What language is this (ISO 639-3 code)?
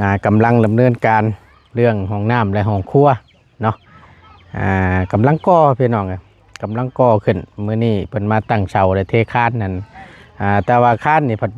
lao